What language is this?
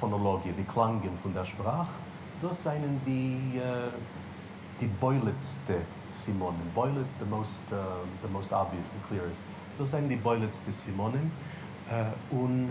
Yiddish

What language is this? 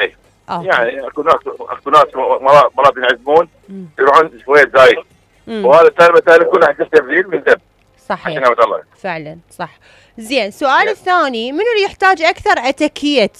Mesopotamian Arabic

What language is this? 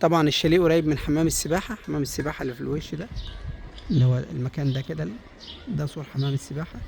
Egyptian Arabic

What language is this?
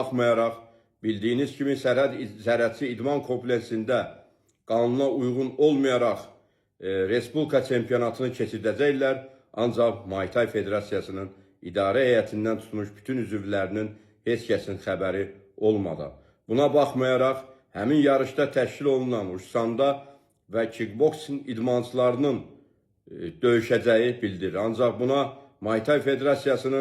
Azerbaijani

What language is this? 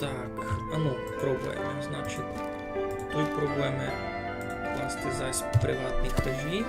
Rusyn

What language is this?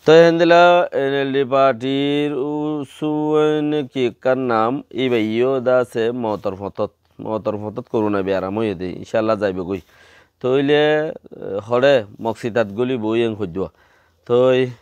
Rohingya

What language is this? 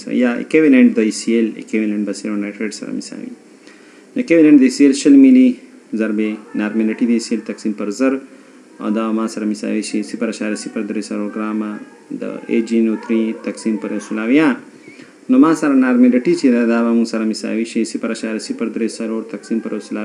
Pashto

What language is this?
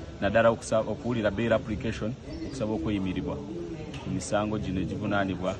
Ganda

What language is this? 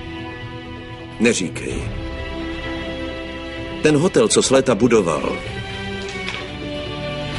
Czech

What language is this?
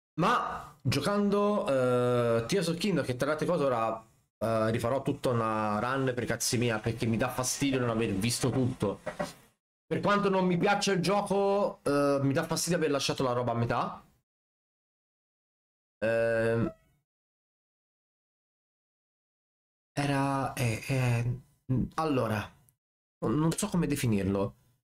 Italian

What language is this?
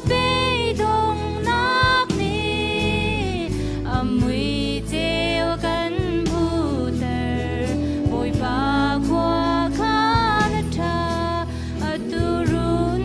Hakha Chin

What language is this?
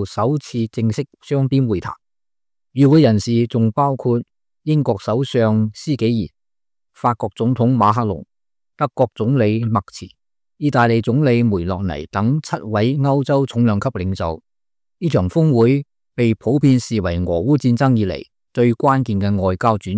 Cantonese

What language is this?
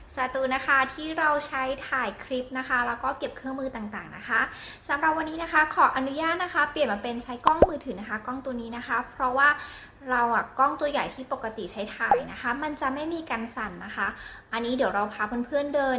Thai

